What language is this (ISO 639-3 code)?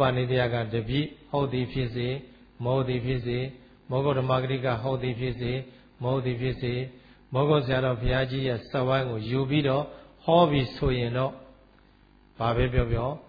mya